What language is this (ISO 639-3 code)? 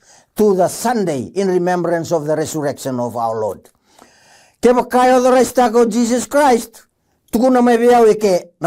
fij